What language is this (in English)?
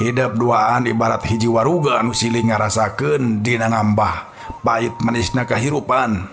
Sundanese